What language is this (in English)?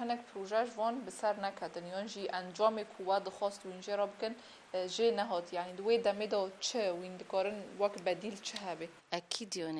Kurdish